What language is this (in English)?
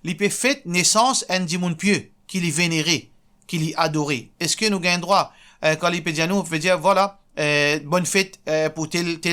Morisyen